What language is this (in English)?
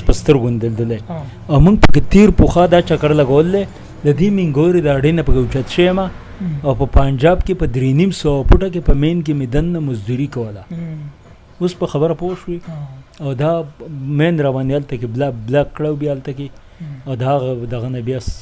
Pashto